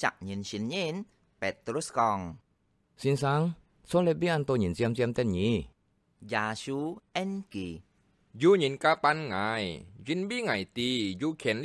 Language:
Hakka Chinese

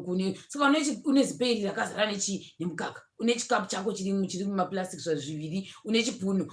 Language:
Shona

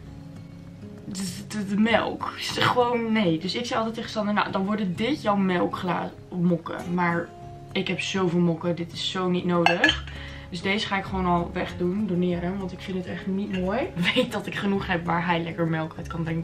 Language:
Dutch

